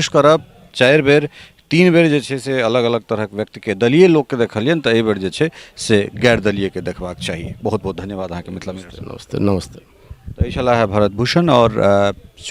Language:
Maithili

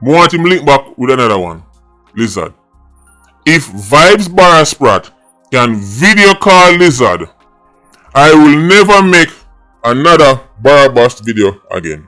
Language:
Jamaican Creole English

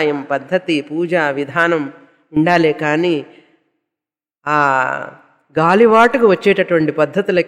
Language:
Telugu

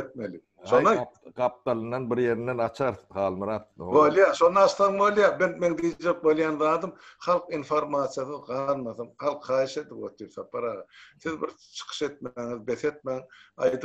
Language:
Turkmen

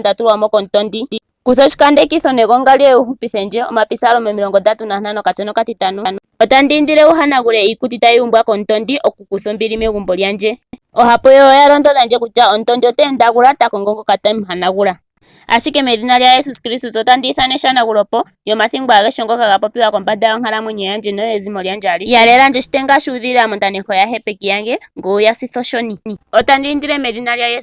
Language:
Ndonga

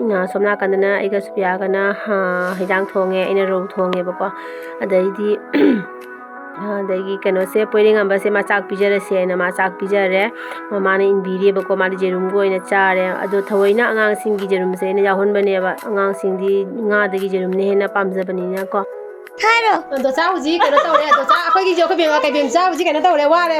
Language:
Manipuri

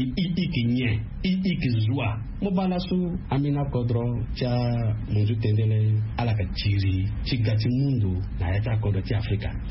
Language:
Sango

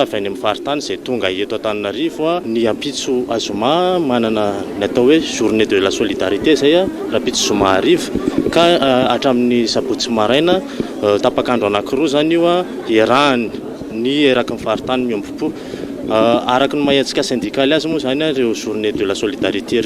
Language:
Malagasy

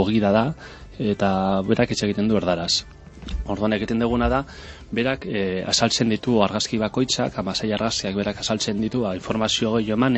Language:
Basque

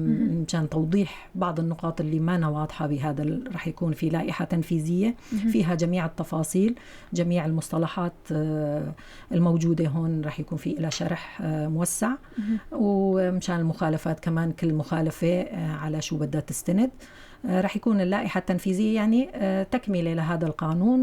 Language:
North Levantine Arabic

